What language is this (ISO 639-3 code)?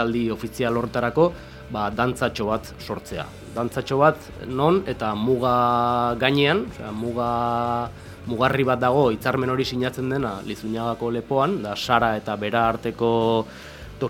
eus